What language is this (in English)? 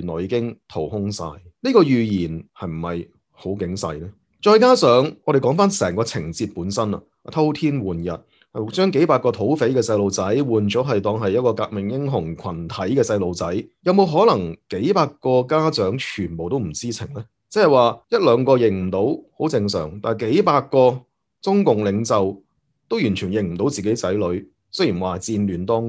Cantonese